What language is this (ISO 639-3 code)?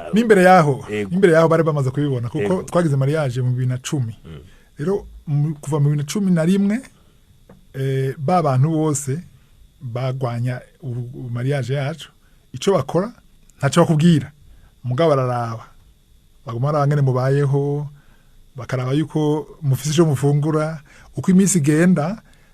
run